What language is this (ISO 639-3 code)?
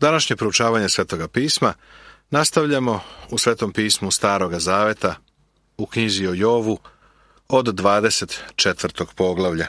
srp